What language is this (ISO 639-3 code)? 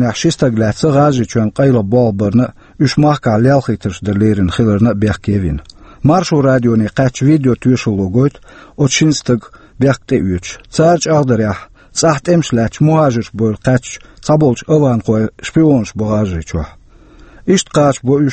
che